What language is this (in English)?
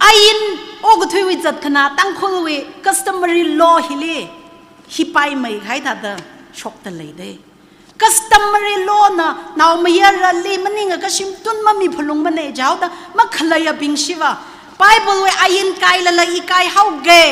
Tangkhul Naga (India)